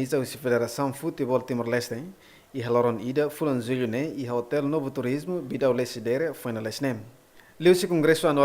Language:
Tetum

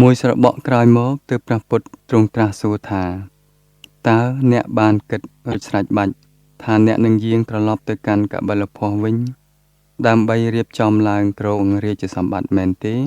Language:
Khmer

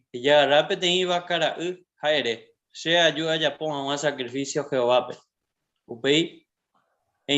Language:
Guarani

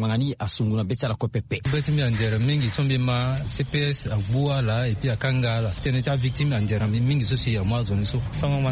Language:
Sango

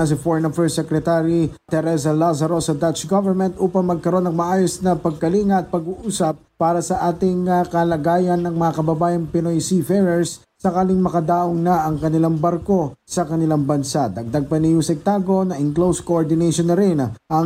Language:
Filipino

